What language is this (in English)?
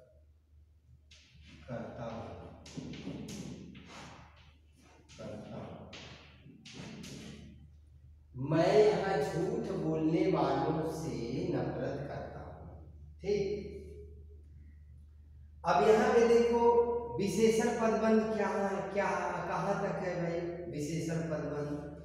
Hindi